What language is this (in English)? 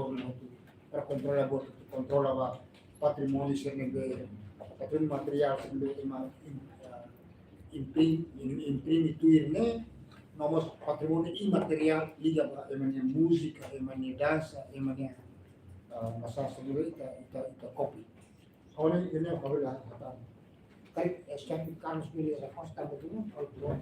Tetum